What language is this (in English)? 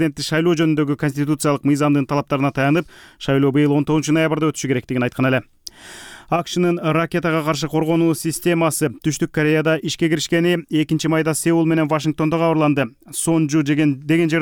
Kyrgyz